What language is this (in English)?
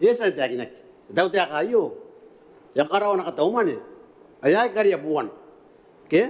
Gilbertese